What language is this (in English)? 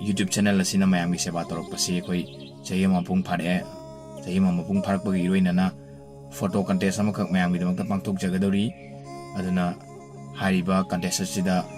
Manipuri